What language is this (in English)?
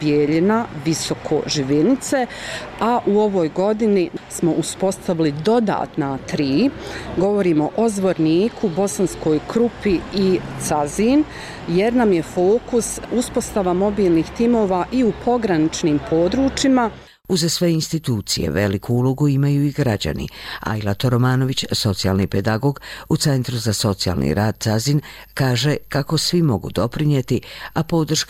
Bosnian